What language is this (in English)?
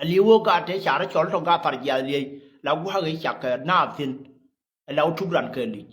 Nuer